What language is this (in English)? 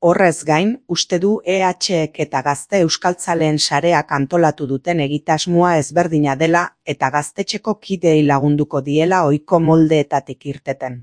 Basque